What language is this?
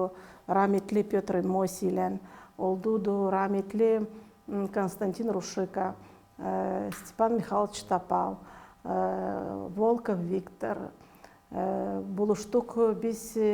Gagauz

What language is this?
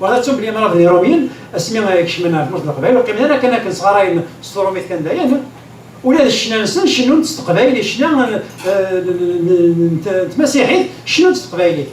Kabyle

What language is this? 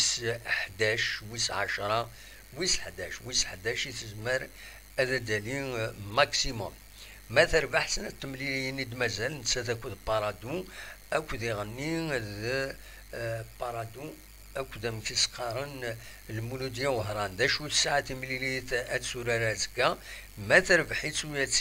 Kabyle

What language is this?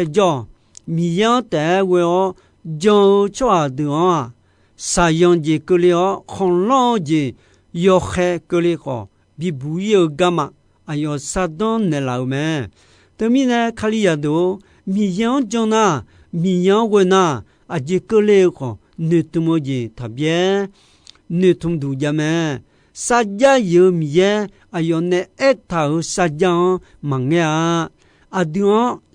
Akha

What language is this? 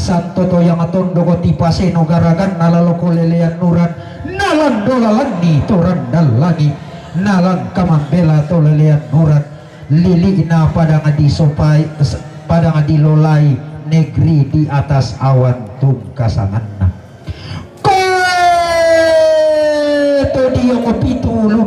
Toraja-Sa'dan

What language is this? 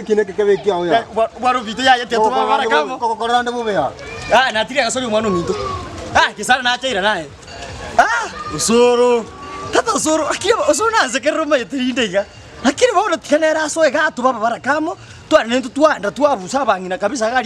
Gusii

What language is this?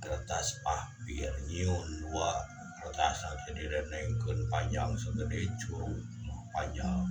Sundanese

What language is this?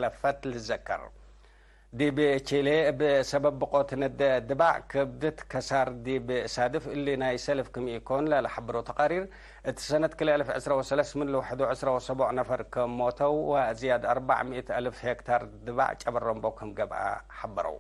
Tigre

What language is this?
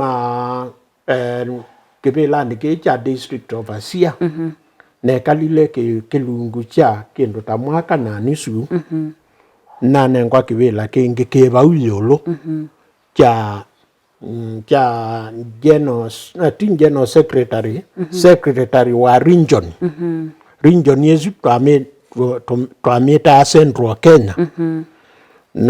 Kamba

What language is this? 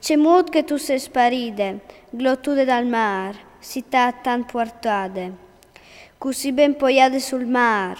Friulian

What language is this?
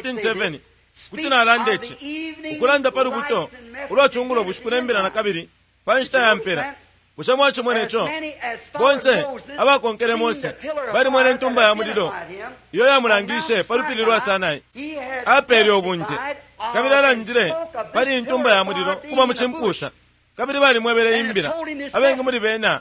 Bemba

